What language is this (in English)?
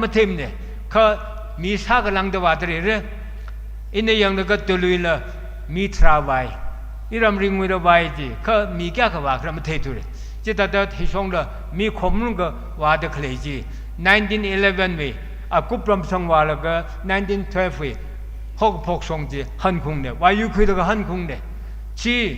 Tangkhul Naga (India)